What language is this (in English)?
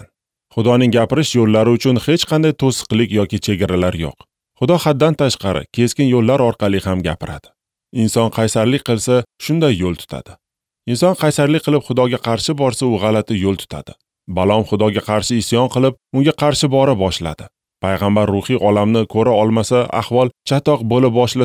Uzbek